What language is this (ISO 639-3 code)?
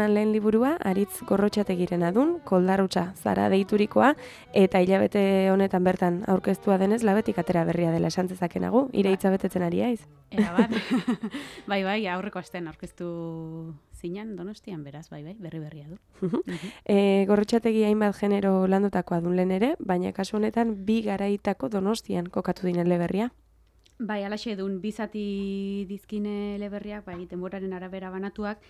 eus